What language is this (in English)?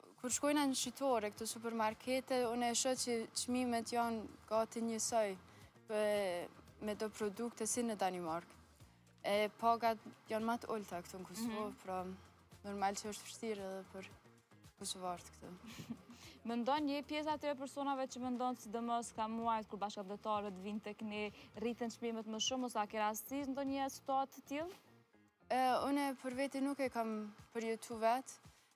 Albanian